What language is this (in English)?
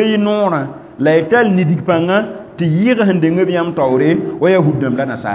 Mossi